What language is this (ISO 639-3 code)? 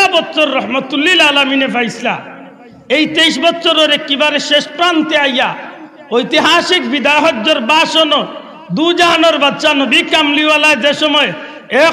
syl